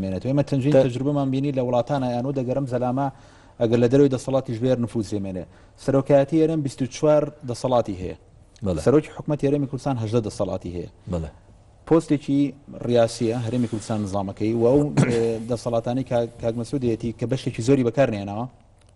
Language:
Central Kurdish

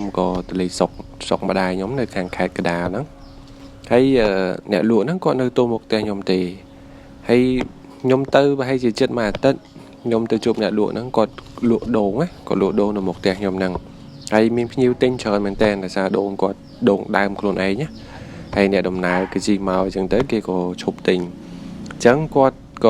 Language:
Khmer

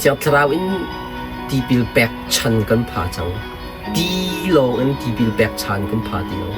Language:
Hakha Chin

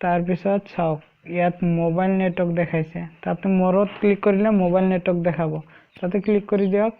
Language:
Assamese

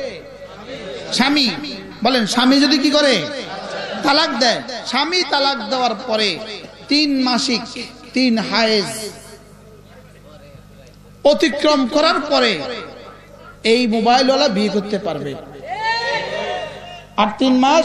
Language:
Bangla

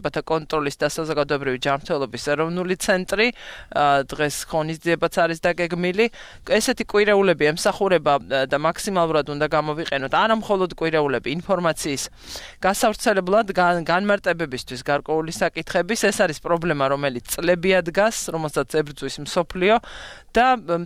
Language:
Georgian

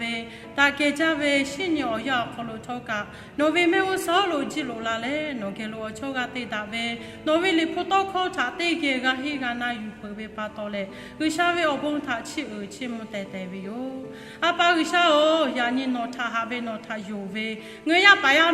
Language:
Lahu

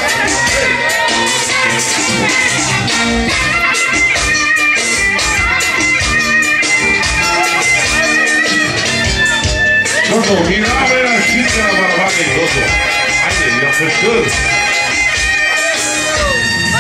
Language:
Bulgarian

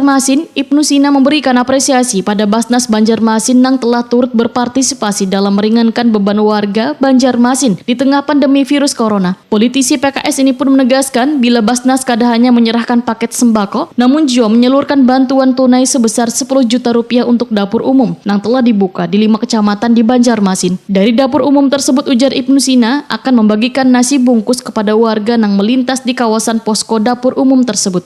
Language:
Banjar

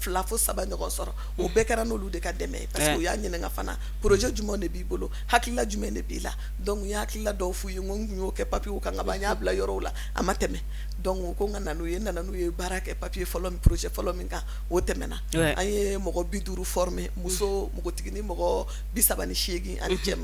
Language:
Bambara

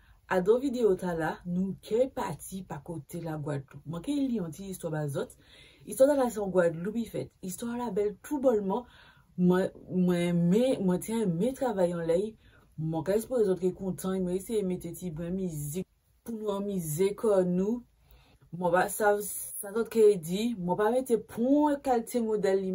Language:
Guadeloupean Creole French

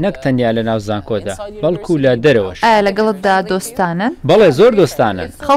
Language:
Central Kurdish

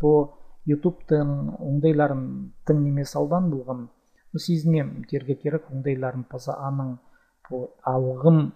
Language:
Khakas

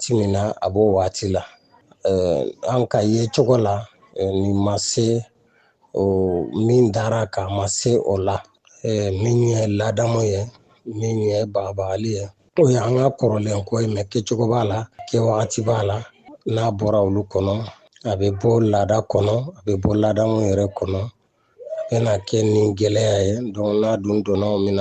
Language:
Bambara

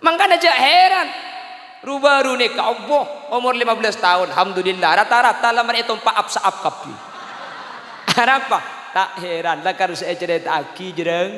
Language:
Madurese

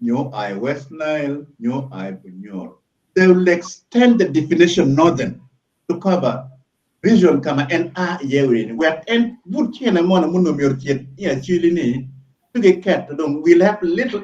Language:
Acoli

